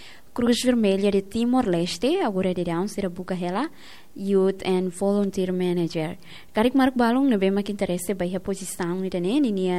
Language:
Tetum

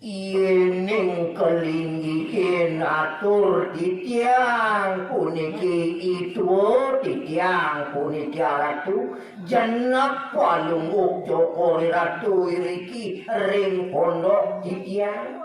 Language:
Balinese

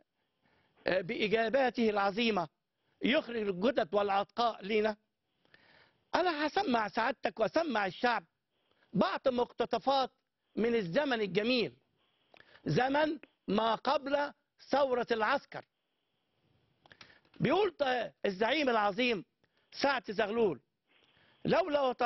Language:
Egyptian Arabic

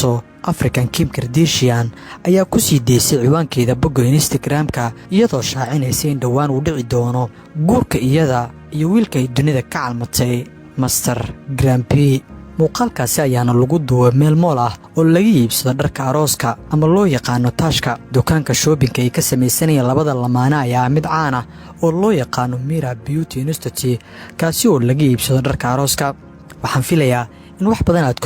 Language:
Somali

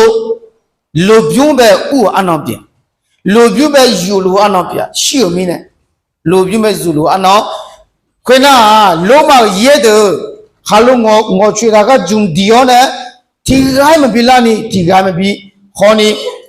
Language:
Akha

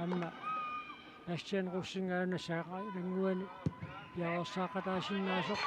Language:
Kalaallisut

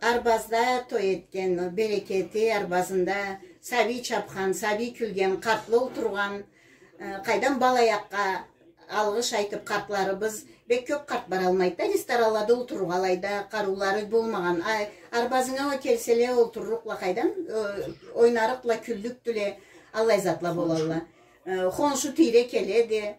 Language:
Karachay-Balkar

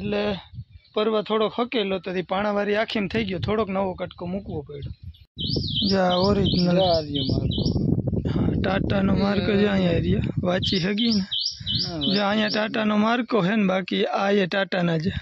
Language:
Gujarati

